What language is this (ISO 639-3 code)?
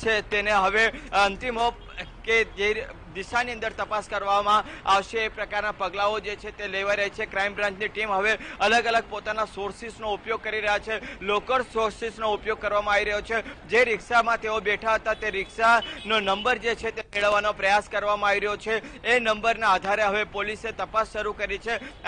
guj